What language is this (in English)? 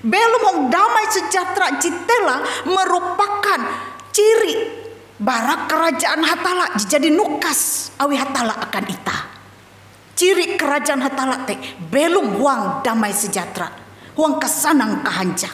Ngaju